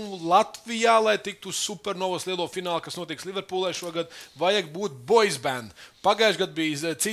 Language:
Latvian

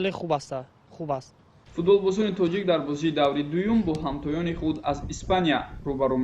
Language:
Tajik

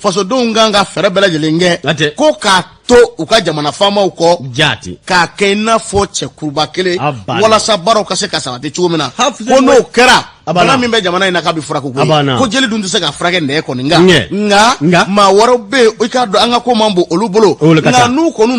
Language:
Bambara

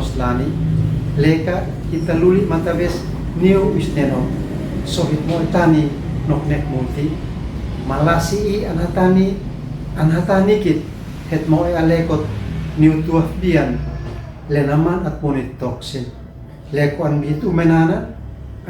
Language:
Uab Meto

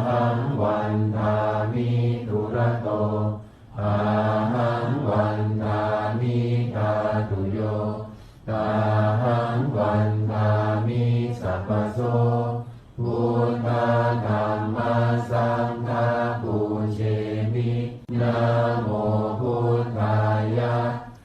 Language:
Pali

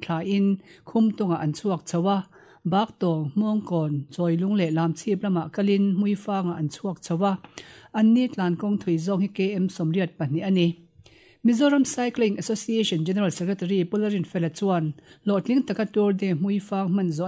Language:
Mizo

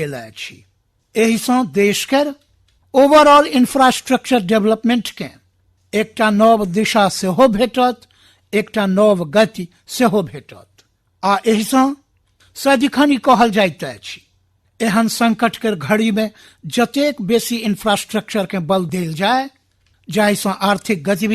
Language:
Maithili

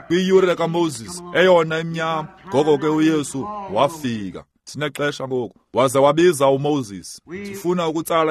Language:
Xhosa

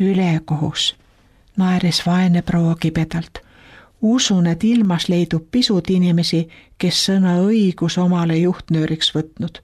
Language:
Estonian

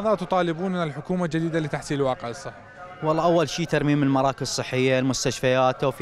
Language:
Mesopotamian Arabic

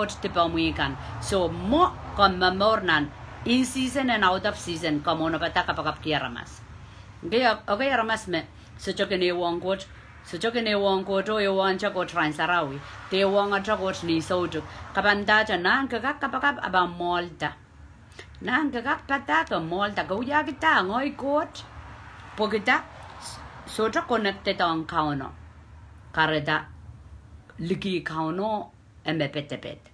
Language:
Pohnpeian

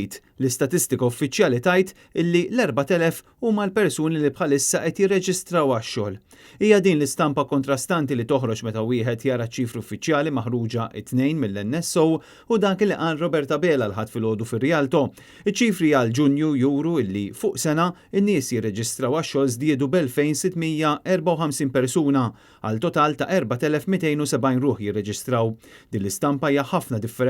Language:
Maltese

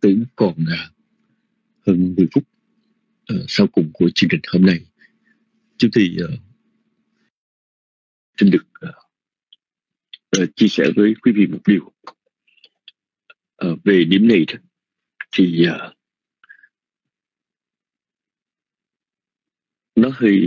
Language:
Vietnamese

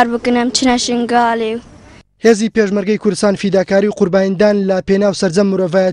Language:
Central Kurdish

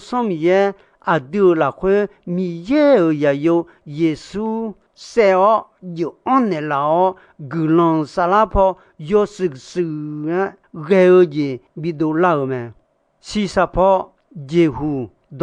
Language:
Akha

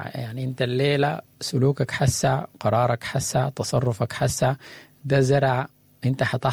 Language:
Sudanese Arabic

